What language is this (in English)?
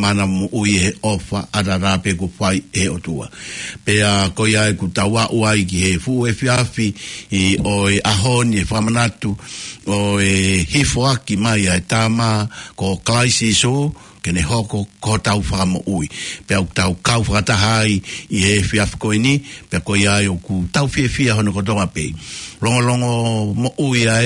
Tongan